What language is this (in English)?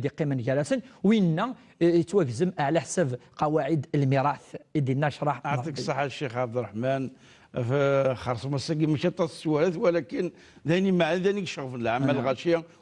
Kabyle